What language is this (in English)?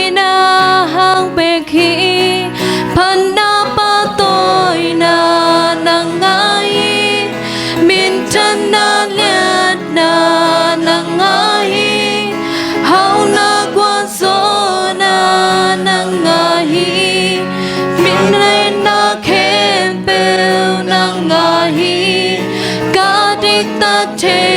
Tedim Chin